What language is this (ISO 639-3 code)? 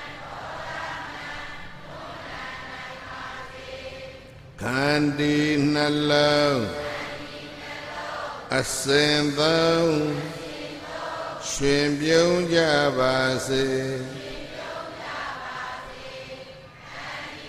mya